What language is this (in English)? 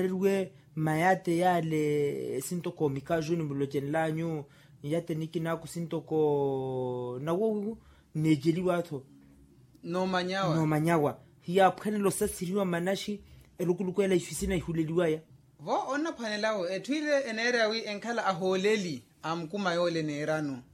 Makhuwa